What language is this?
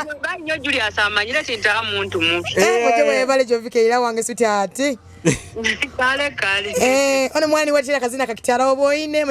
Nyoro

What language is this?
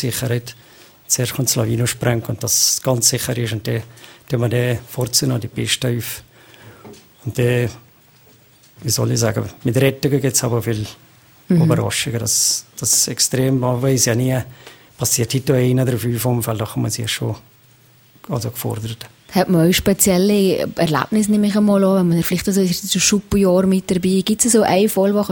German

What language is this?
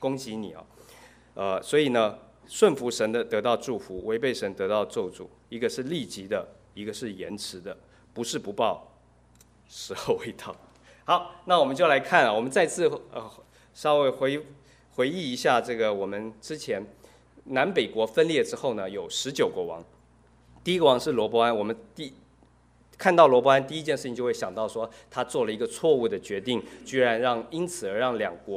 Chinese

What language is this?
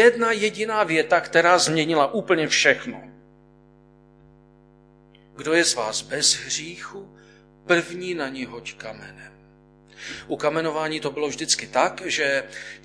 Czech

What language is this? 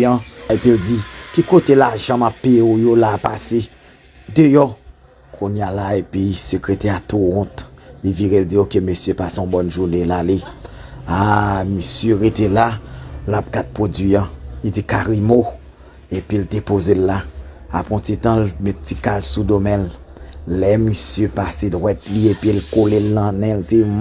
Haitian Creole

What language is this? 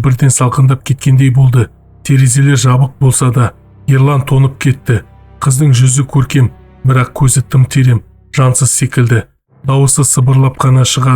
Kazakh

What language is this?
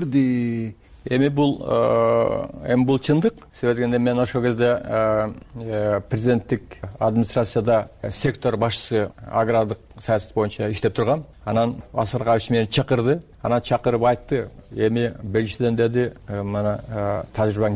Kyrgyz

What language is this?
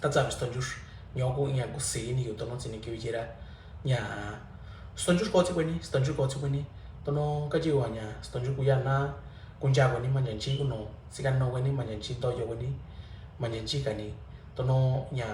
Mixtepec Mixtec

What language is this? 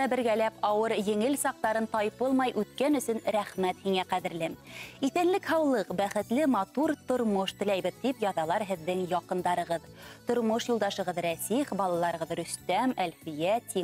Bashkir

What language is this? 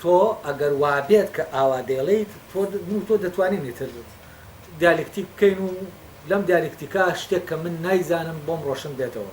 Central Kurdish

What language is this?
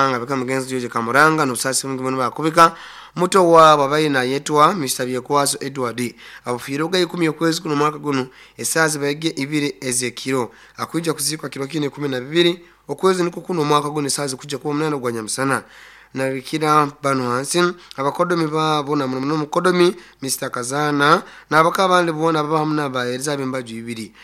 Nyoro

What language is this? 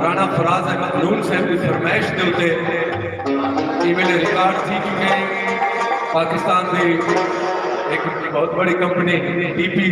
Saraiki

